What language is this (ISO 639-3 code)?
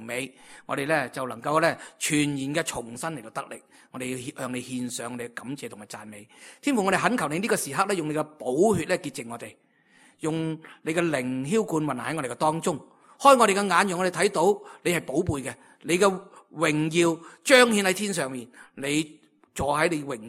yue